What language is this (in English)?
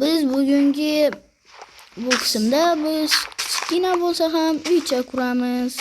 Uzbek